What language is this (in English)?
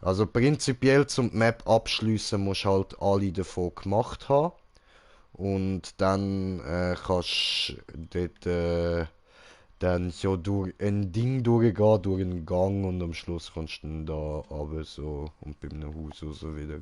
Swiss German